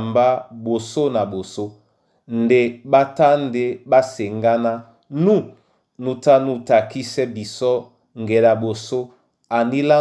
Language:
Duala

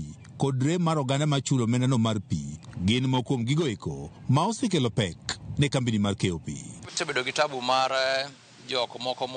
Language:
Luo (Kenya and Tanzania)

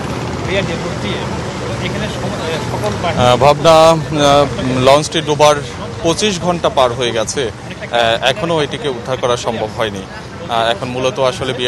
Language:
Bangla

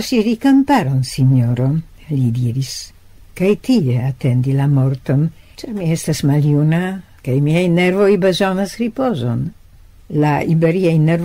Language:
Esperanto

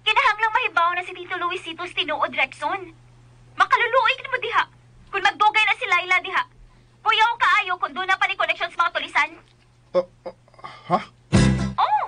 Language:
Cebuano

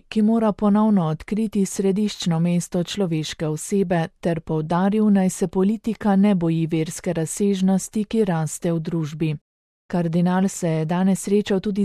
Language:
Slovenian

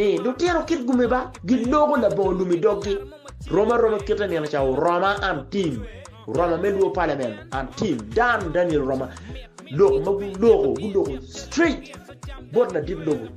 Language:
Acoli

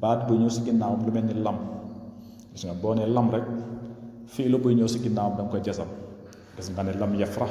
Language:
Wolof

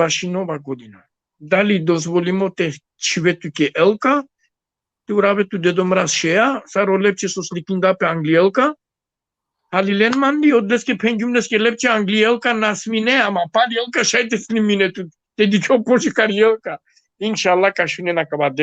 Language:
Balkan Romani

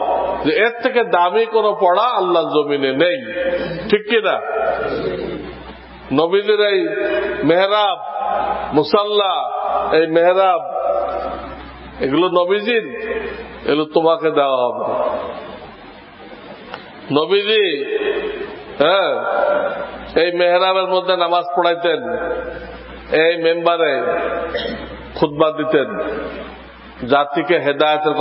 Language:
Bangla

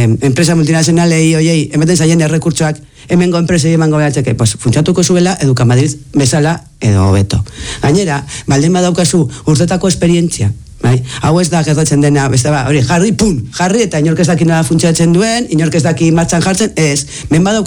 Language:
Basque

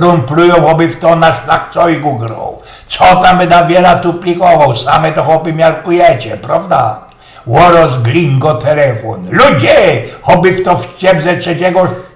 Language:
Silesian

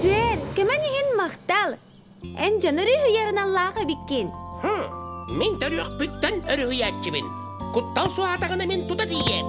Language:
Yakut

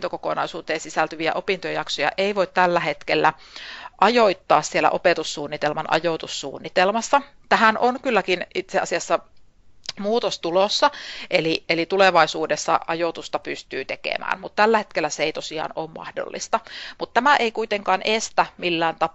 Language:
Finnish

